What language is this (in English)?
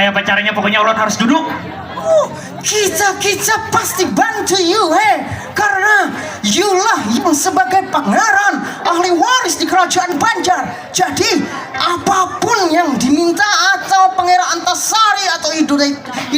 Banjar